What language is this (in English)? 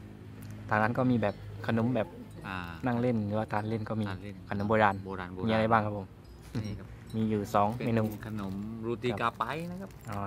Thai